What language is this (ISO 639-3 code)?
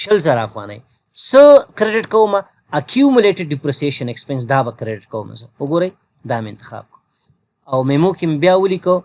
pus